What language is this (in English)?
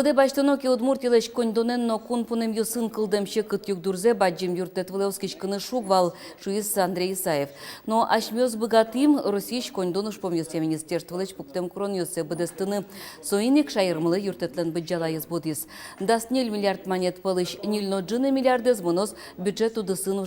Udmurt